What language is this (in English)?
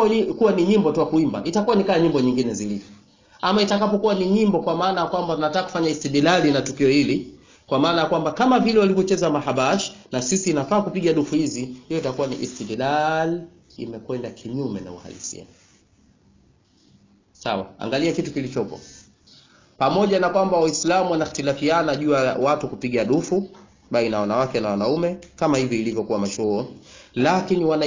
Swahili